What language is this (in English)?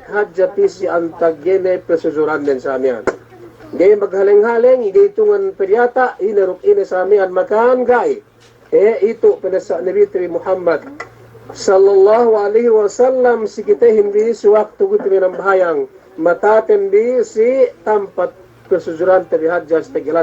Yakan